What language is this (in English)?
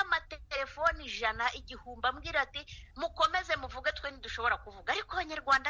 Kinyarwanda